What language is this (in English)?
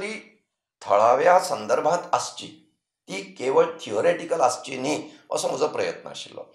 Konkani